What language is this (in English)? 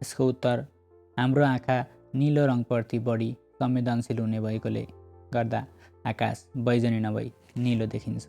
Nepali